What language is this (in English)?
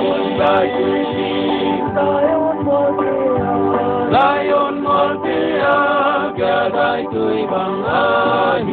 Paite Chin